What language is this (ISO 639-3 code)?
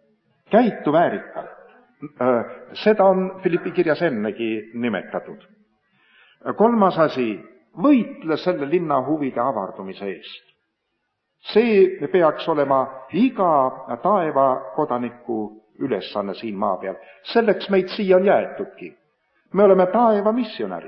est